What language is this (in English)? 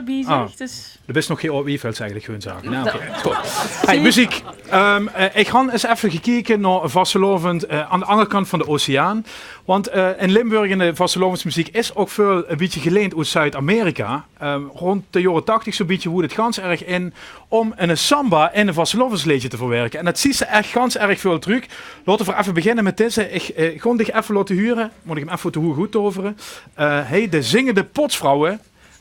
Limburgish